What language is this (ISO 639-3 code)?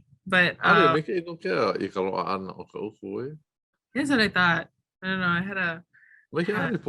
haw